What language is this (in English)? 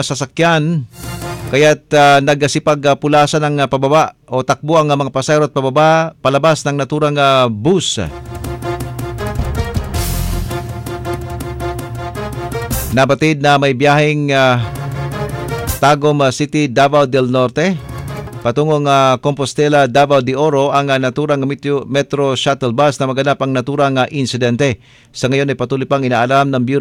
Filipino